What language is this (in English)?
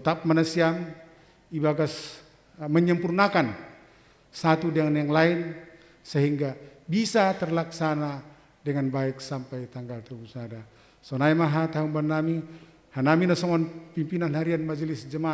Batak Simalungun